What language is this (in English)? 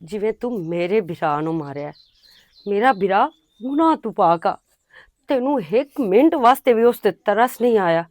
Western Panjabi